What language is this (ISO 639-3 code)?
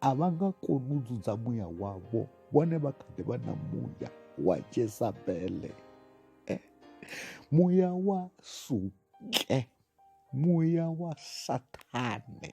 ven